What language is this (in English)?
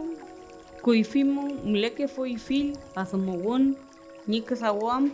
Mapuche